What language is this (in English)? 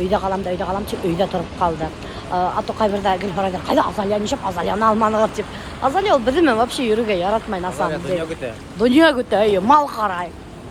Bashkir